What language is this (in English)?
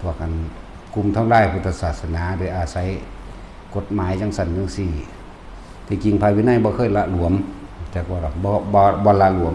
Northeastern Thai